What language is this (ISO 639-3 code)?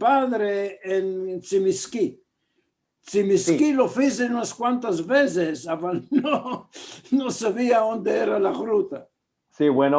lad